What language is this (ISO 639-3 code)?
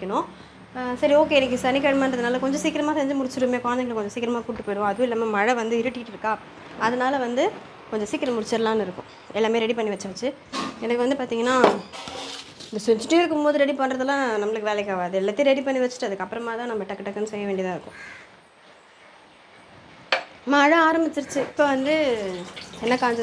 tam